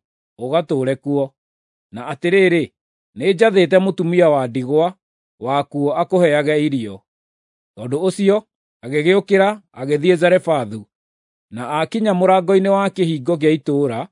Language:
Kikuyu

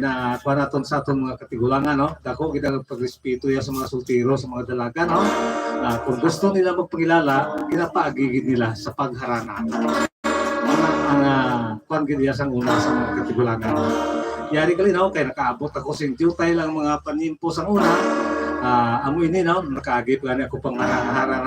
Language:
Hiligaynon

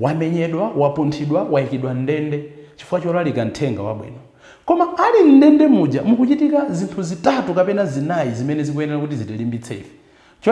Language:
Nyanja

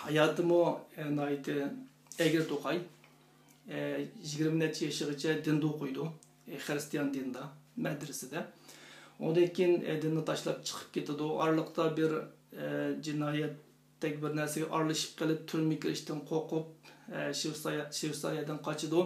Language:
Uyghur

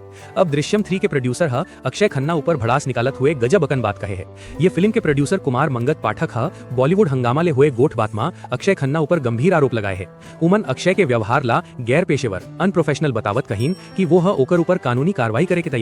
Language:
Chhattisgarhi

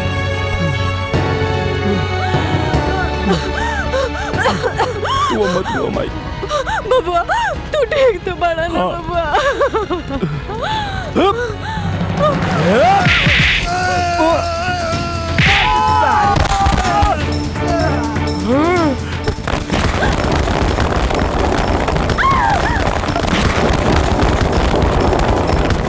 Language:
Bhojpuri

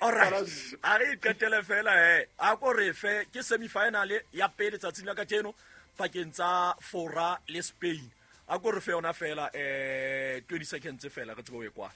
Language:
Southern Sotho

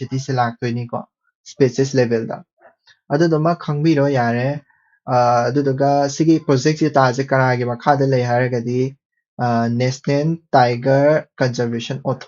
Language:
Manipuri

